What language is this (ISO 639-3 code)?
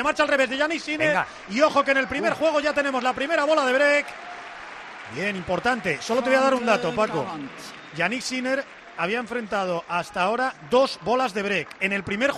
spa